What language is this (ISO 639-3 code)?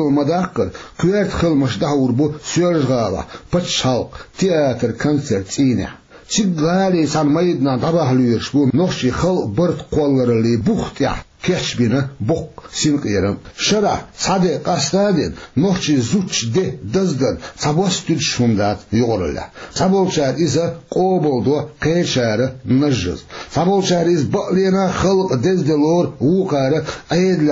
che